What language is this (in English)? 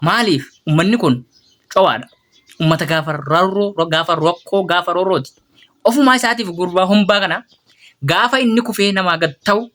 Oromo